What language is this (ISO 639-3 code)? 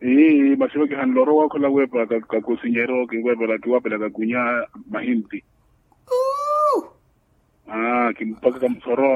vmw